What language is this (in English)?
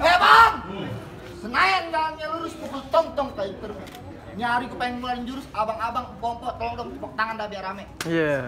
Betawi